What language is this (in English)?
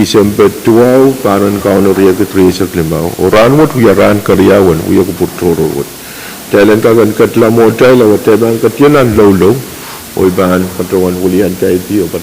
Pohnpeian